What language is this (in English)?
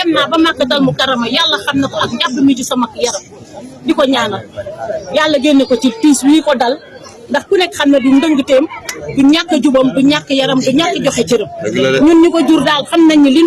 Wolof